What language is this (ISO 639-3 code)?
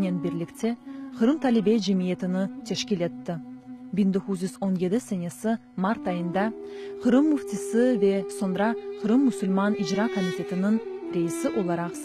crh